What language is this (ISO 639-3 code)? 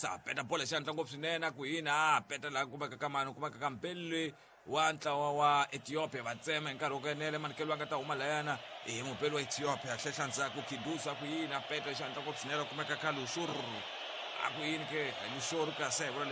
tso